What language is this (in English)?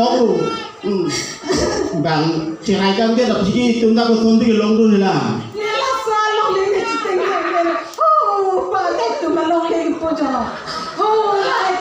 Karbi